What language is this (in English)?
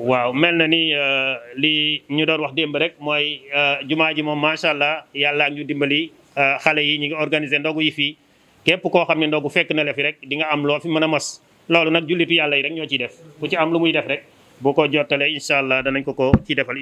Wolof